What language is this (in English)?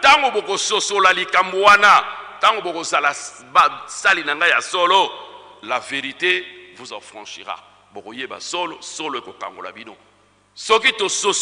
Lingala